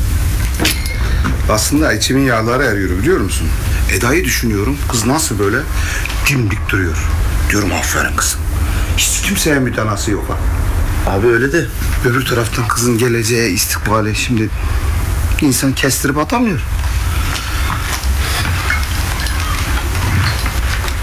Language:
Turkish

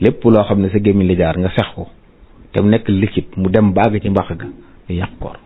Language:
Wolof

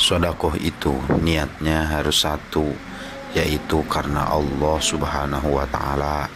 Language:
Sundanese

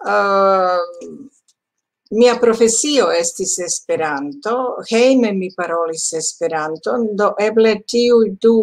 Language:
Esperanto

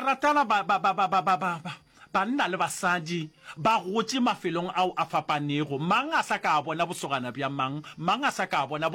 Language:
Northern Sotho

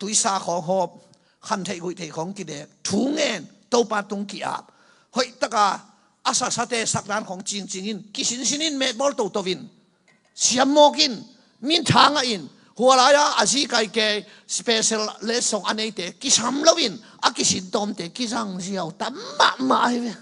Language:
Tedim Chin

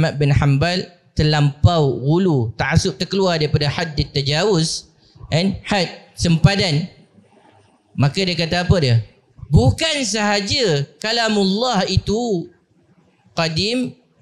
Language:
Malay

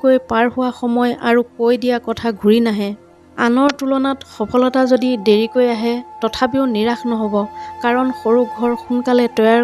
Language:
Assamese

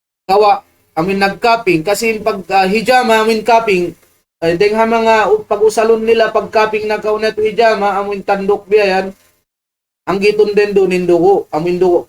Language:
Tausug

